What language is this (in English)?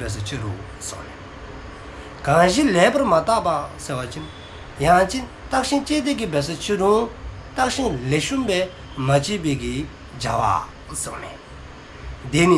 Dzongkha